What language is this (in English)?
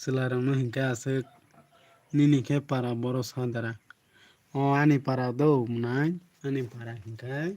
Kok Borok